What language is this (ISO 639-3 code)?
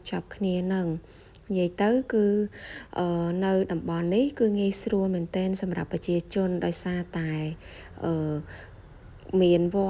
khm